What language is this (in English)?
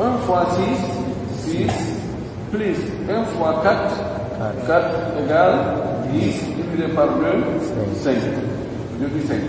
Pular